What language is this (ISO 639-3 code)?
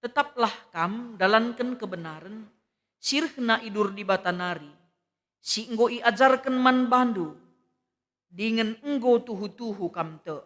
btx